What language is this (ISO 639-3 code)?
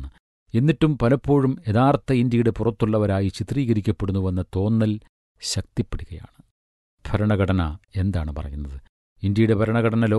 mal